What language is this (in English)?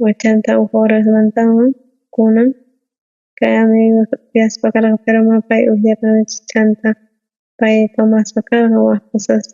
South Bolivian Quechua